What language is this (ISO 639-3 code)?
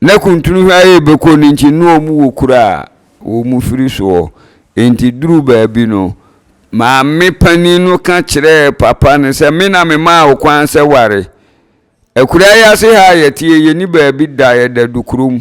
aka